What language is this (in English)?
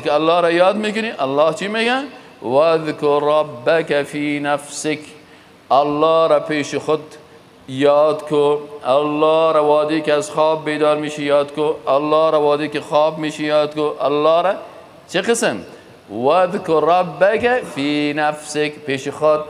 Persian